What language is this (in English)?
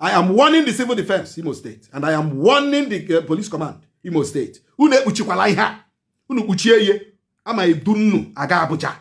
Igbo